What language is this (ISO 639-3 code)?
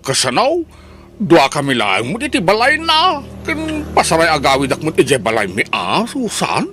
ilo